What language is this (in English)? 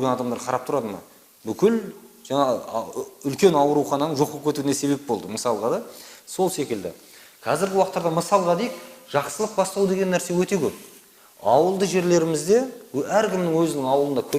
Kazakh